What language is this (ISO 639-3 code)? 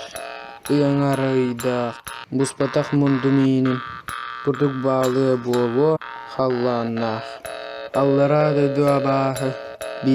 sah